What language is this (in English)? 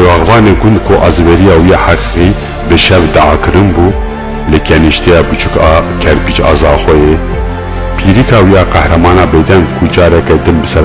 Kurdish